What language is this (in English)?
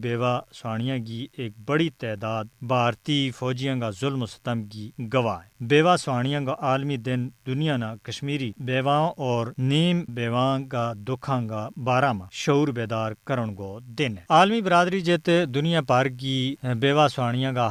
Gujari